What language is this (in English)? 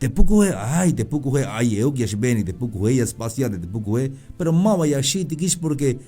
Tzeltal